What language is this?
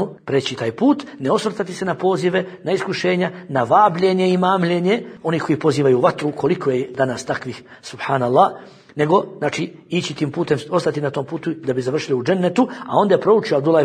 Bosnian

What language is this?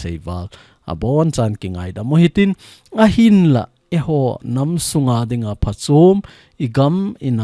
Thado Chin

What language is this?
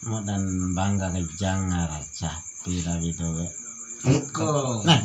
Bima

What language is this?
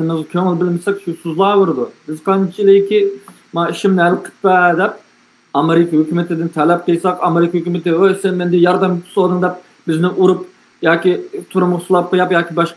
Uyghur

